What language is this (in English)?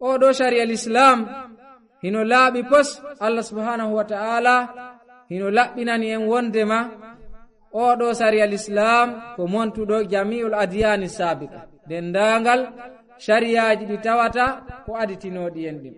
Fula